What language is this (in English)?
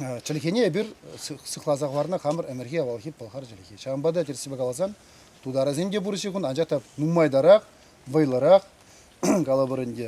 Chuvash